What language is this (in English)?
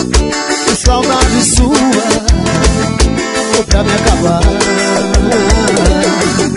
Portuguese